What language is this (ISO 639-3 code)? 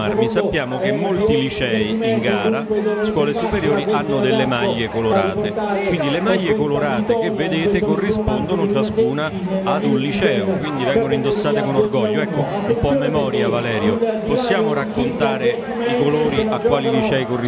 ita